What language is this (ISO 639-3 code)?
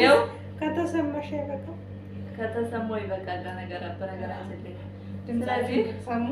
amh